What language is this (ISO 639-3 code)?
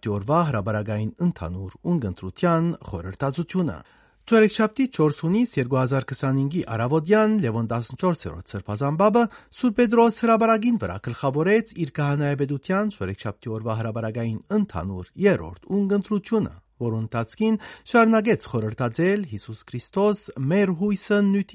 hyw